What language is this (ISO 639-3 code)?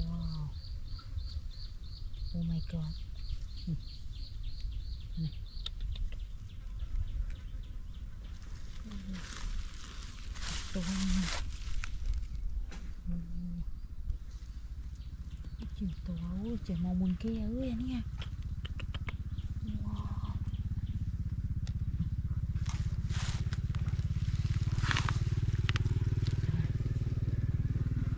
vie